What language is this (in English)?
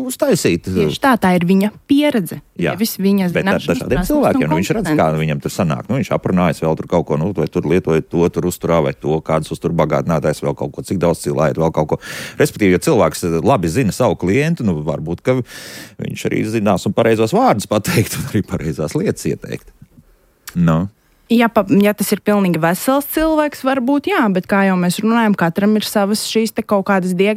Latvian